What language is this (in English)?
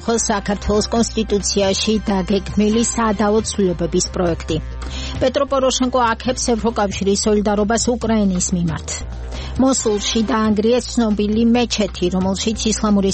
Georgian